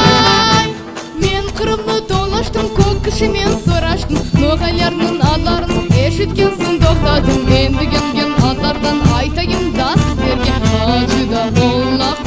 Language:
Crimean Tatar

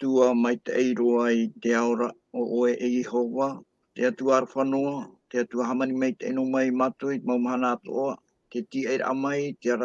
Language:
Tahitian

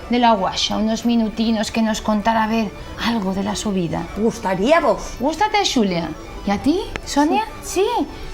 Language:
Asturian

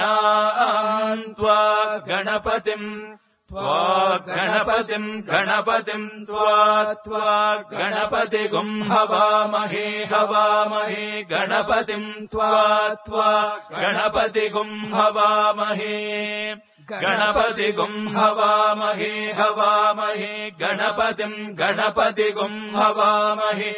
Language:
Sanskrit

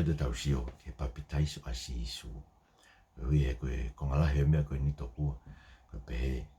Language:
Tongan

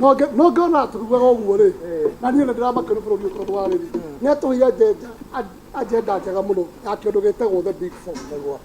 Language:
Kikuyu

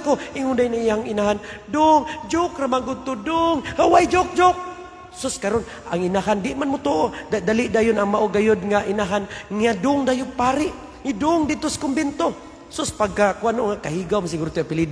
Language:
Cebuano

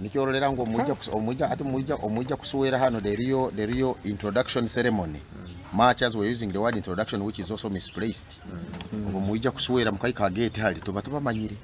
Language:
Nyoro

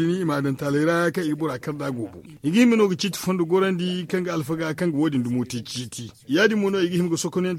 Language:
Zarma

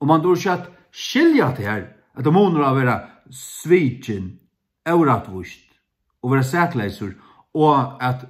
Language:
Faroese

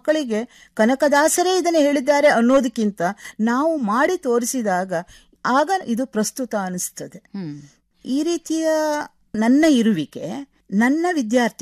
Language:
Kannada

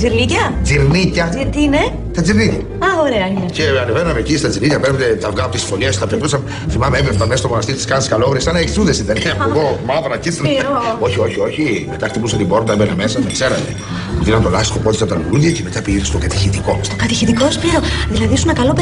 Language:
Greek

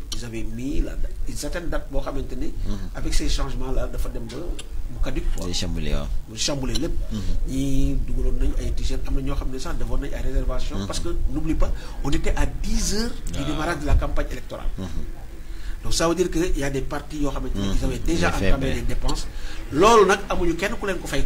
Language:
Wolof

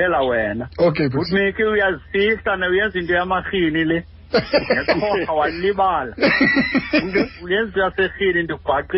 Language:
Xhosa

